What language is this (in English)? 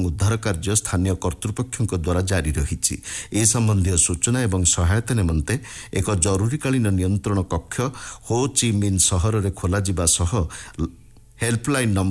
Odia